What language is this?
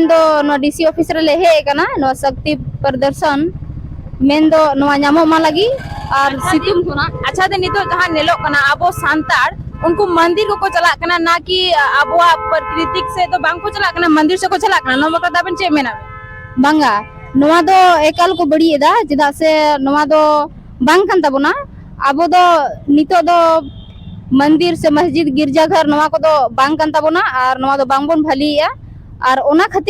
Santali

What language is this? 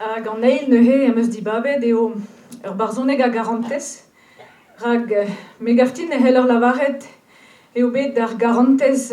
Breton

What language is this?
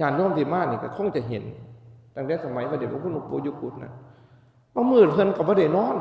Northeastern Thai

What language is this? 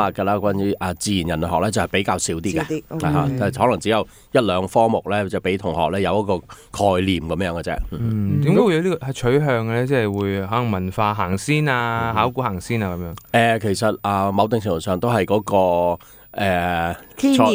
Cantonese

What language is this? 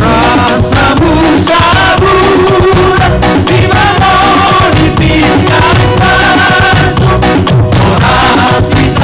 Batak Simalungun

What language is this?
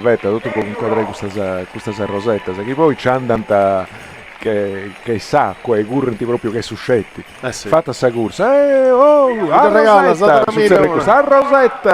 Sardinian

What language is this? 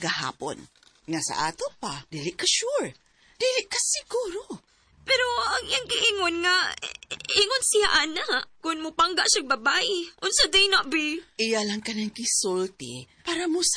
Cebuano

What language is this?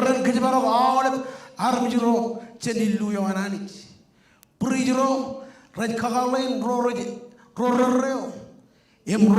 Marshallese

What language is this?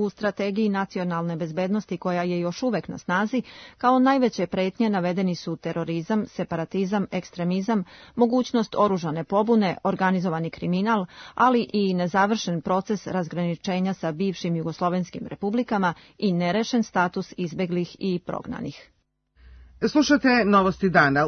Serbian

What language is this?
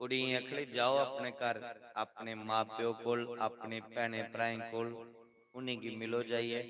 Dogri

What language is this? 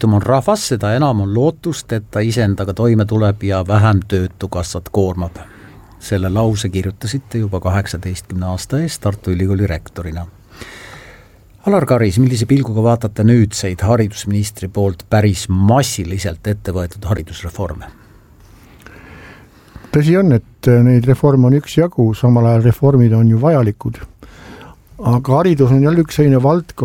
Estonian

